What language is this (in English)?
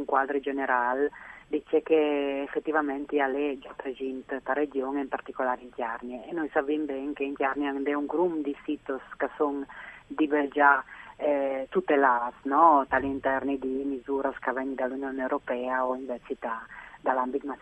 Friulian